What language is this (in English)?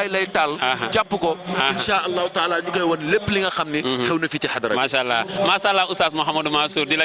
Wolof